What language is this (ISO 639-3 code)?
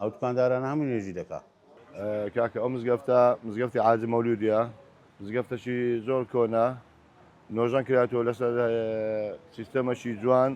ckb